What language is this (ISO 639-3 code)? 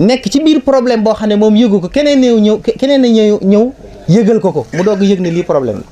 wol